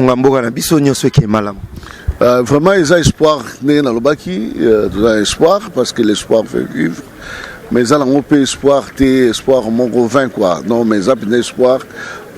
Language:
Lingala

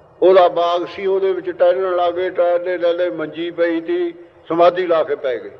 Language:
Punjabi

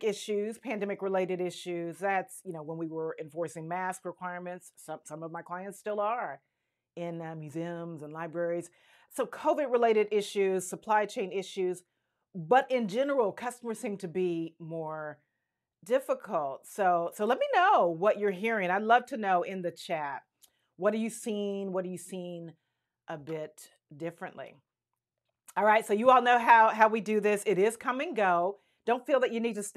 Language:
English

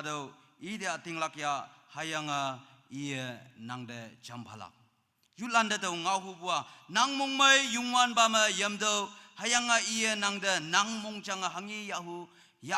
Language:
Naga Pidgin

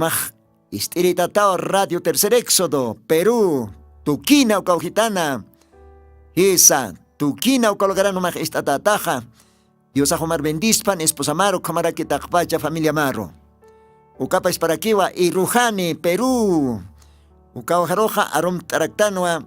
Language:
Aymara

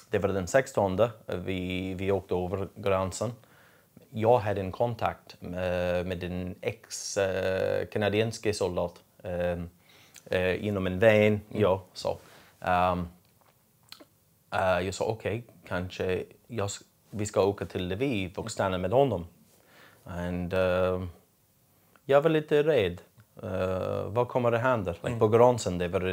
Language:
Swedish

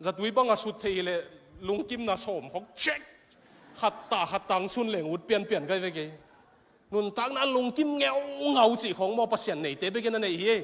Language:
Tedim Chin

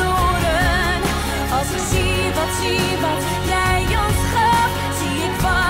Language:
Dutch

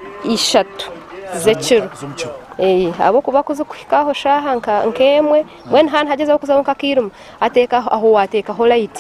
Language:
Nyankole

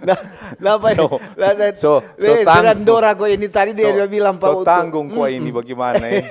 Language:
Manado Malay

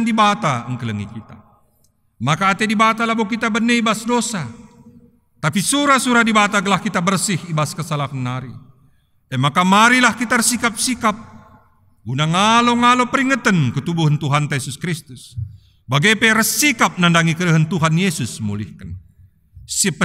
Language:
Batak Karo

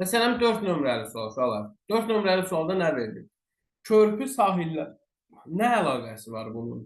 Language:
Azerbaijani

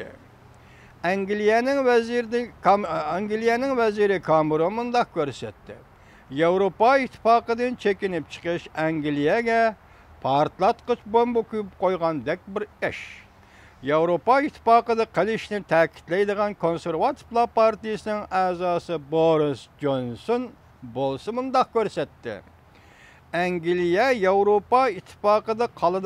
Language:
Uyghur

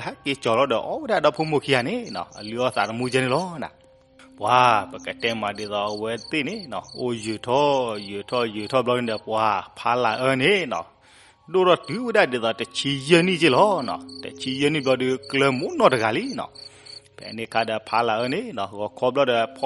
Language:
S'gaw Karen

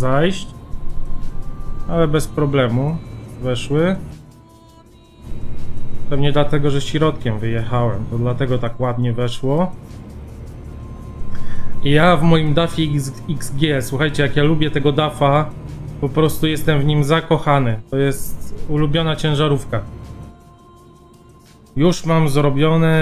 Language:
Polish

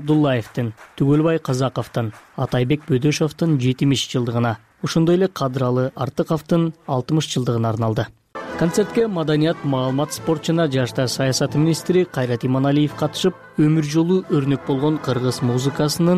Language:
Kyrgyz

